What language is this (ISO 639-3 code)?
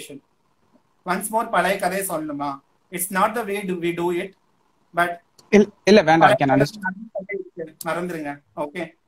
tam